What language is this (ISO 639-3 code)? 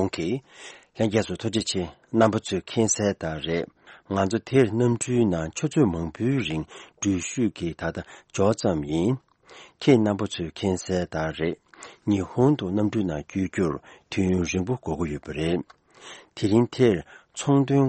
bod